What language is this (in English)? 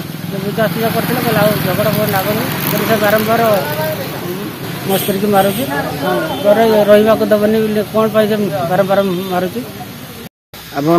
Odia